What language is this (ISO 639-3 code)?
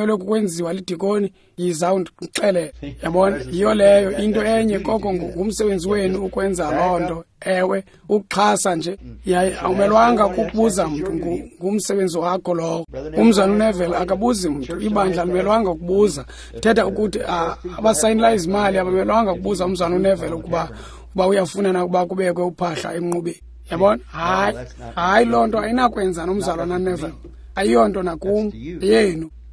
xho